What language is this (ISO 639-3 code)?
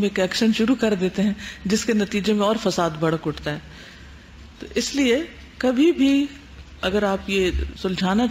urd